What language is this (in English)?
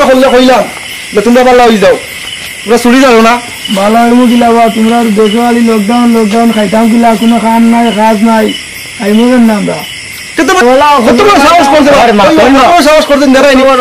Sylheti